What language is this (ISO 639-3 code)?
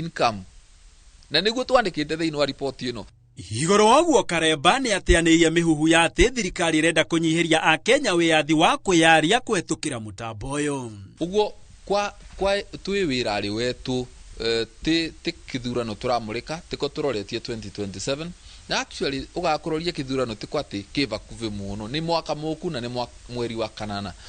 kik